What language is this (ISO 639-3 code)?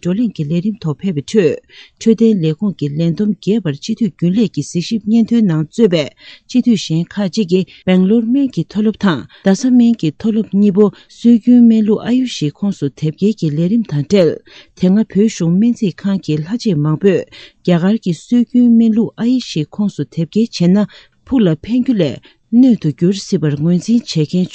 bod